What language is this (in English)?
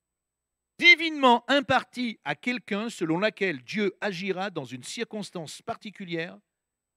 French